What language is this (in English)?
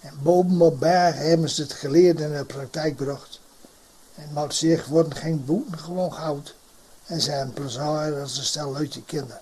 Gronings